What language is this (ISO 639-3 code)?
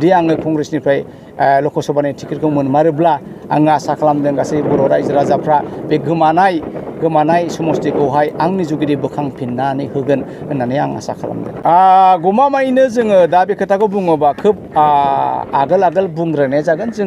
brx